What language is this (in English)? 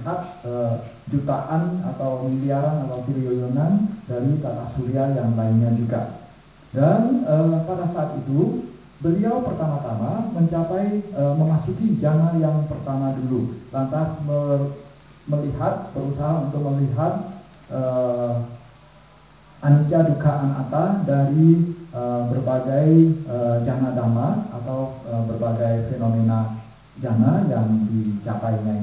Indonesian